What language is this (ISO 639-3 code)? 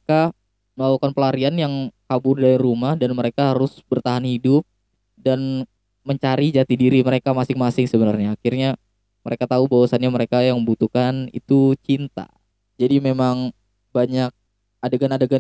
ind